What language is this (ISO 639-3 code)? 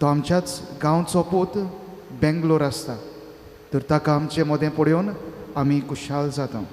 kok